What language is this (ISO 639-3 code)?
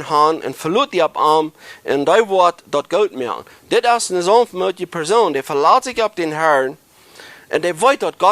pdt